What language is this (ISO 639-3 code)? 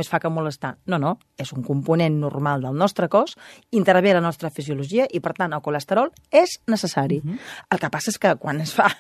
cat